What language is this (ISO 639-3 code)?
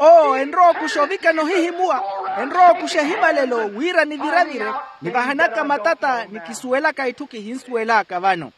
vmw